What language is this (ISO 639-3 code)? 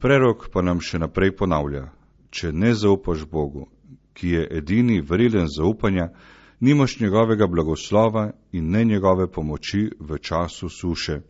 slv